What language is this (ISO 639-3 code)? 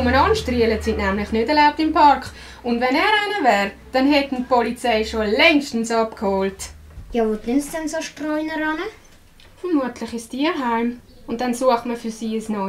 gsw